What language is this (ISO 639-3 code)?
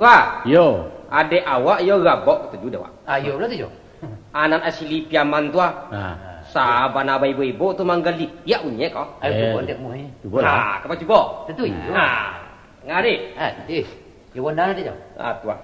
min